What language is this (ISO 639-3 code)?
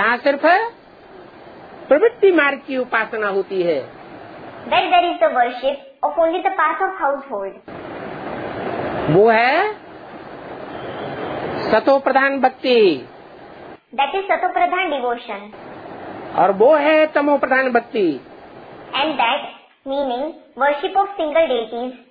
hin